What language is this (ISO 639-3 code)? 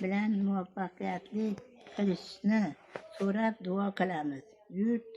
uzb